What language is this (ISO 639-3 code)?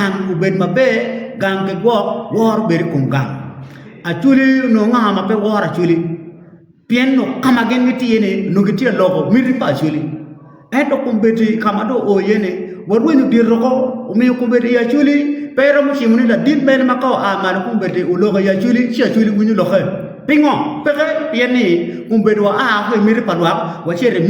ach